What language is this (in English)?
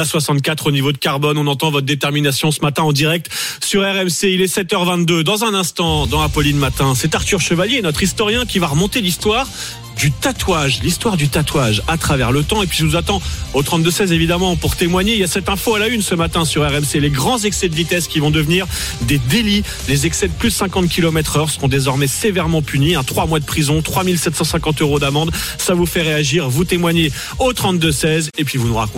French